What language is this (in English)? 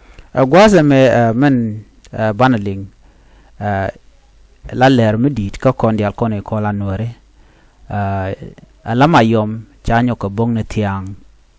Nuer